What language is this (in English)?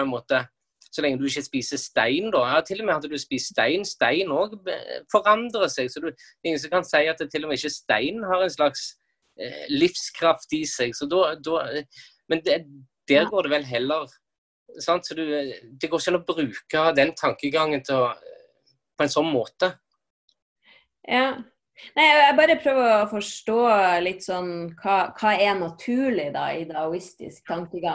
Norwegian